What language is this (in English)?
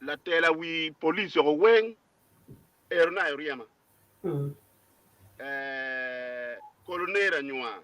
Acoli